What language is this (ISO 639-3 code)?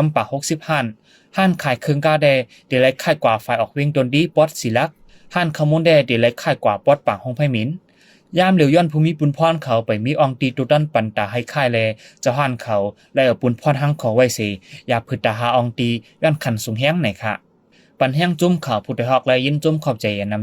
shn